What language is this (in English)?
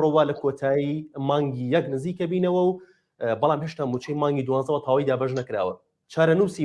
Central Kurdish